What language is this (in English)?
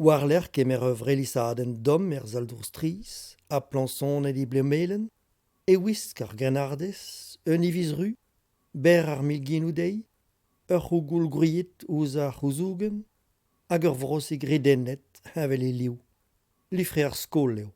Breton